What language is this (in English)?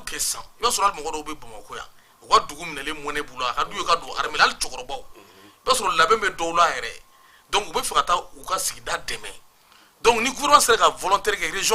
Bambara